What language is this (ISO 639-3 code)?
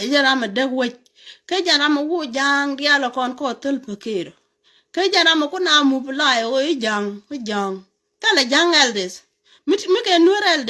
nus